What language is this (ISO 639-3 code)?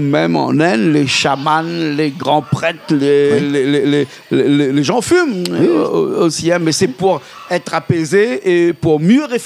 rcf